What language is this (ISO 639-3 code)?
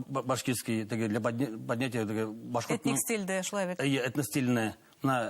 bak